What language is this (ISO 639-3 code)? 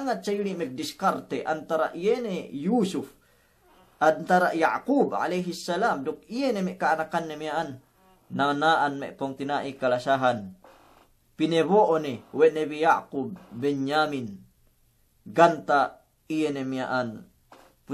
yka